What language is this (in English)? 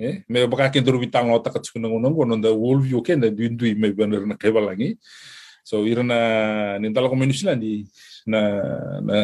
Fijian